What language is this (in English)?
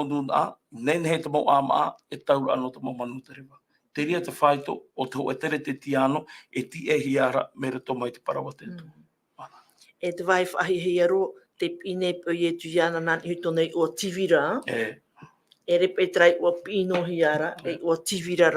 Tahitian